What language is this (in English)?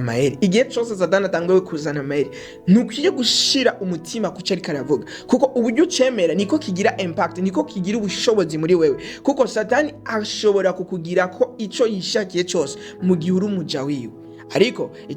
Rundi